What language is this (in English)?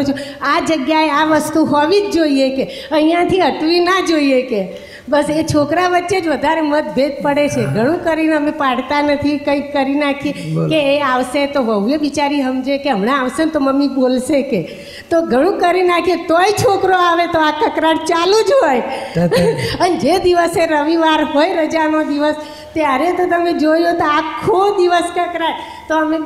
Gujarati